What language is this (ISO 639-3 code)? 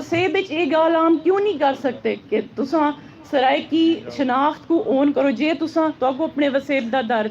skr